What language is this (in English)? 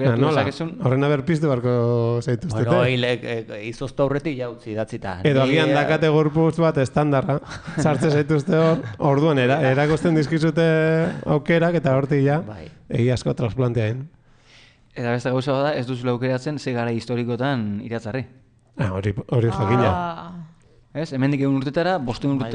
Basque